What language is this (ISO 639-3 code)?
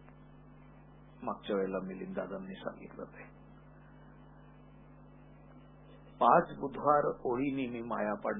mar